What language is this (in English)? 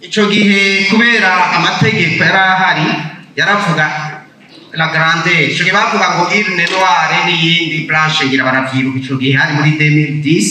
Rundi